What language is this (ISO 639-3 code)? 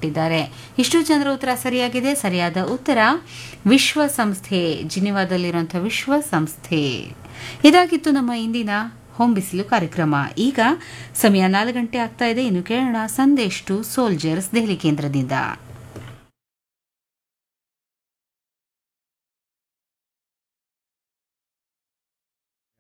kan